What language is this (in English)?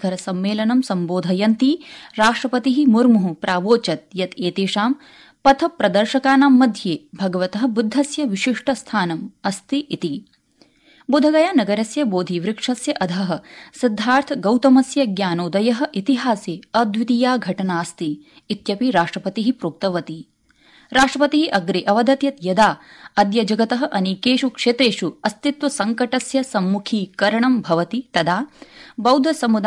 Sanskrit